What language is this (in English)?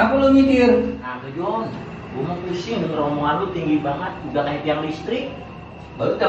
Betawi